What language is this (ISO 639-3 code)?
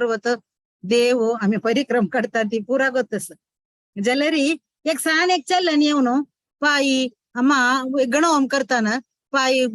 kok